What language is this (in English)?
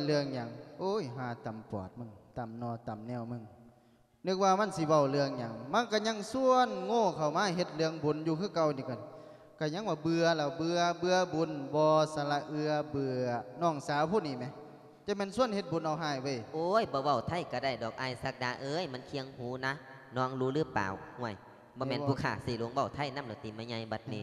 Lao